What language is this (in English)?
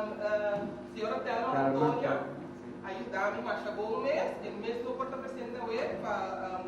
Papiamento